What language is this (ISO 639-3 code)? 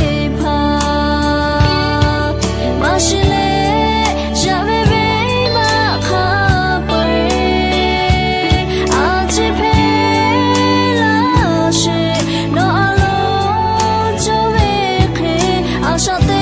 lhu